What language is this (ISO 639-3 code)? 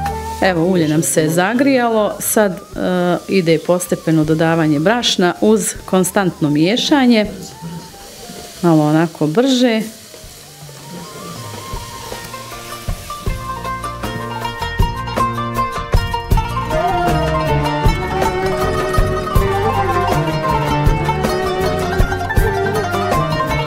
bos